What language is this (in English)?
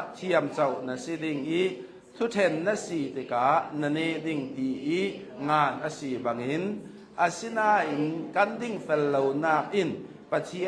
Hakha Chin